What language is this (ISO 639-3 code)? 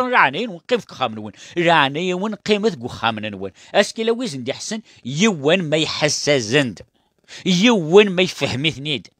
kab